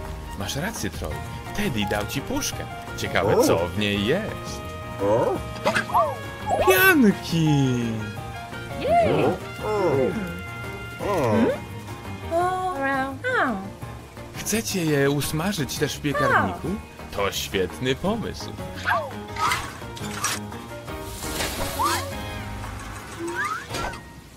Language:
Polish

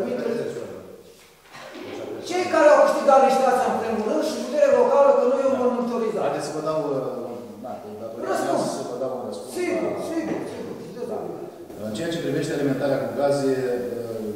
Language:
Romanian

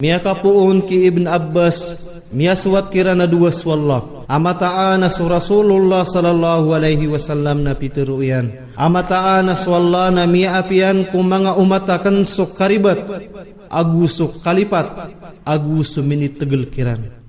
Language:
Maranao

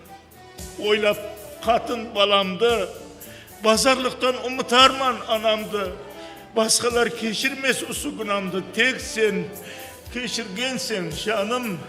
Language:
Kara-Kalpak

